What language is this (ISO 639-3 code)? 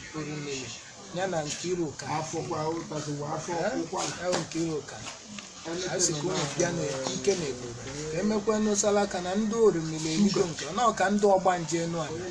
ibo